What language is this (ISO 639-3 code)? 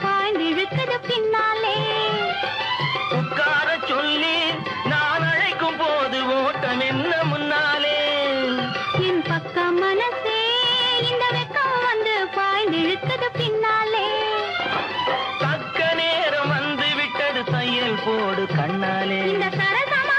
tam